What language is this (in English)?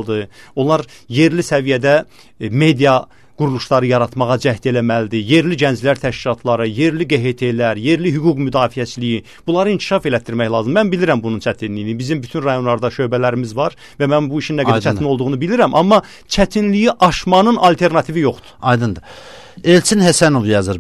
Azerbaijani